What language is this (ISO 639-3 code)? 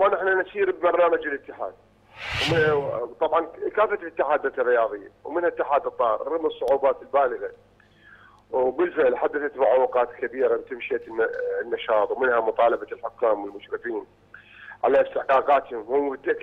ara